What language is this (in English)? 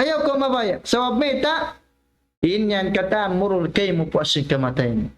Tausug